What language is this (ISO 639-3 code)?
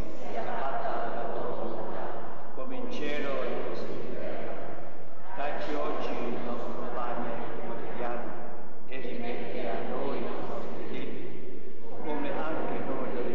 ita